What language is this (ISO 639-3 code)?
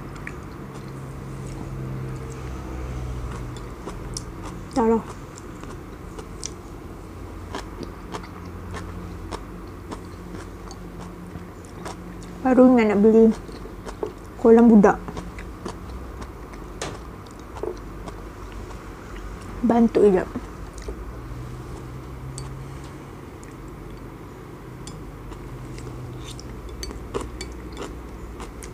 msa